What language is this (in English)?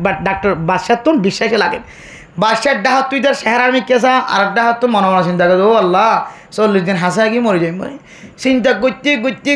Rohingya